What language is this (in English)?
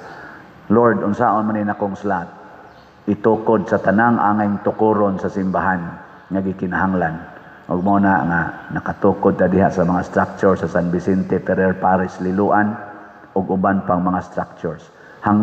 Cebuano